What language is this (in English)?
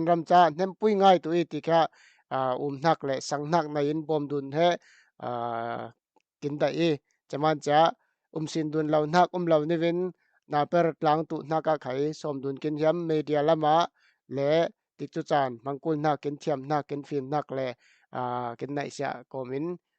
Falam Chin